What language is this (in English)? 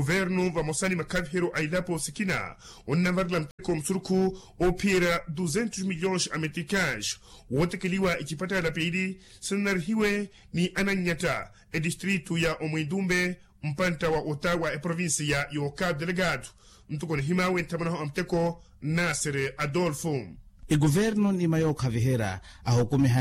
Makhuwa